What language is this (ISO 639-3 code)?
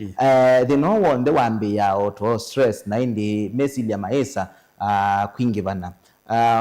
kam